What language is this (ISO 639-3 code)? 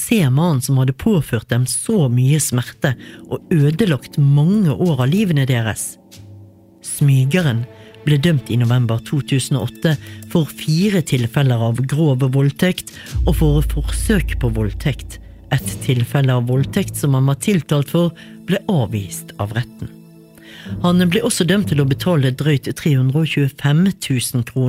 nor